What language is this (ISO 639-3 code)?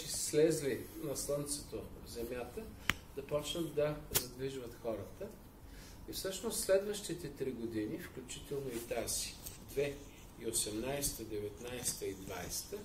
bul